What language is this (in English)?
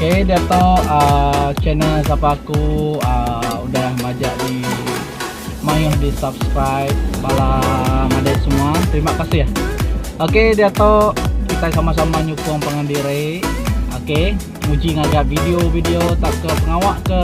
Iban